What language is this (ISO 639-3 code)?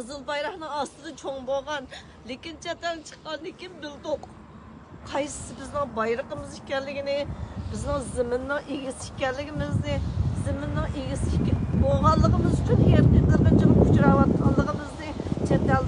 uig